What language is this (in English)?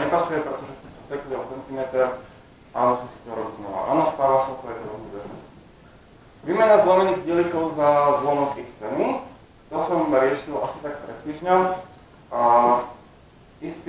Slovak